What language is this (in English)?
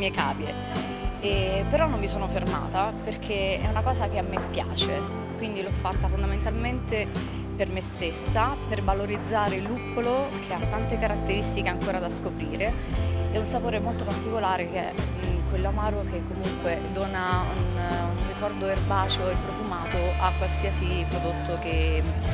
Italian